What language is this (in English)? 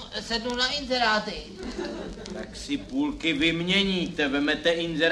Czech